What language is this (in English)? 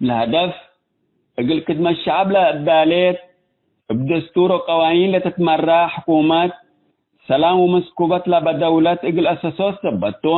Tigre